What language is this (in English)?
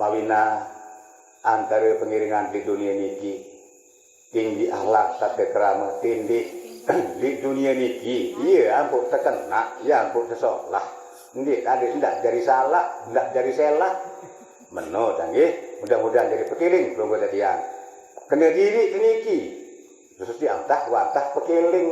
Sasak